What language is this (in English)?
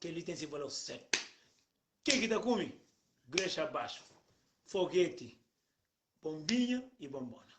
Kabuverdianu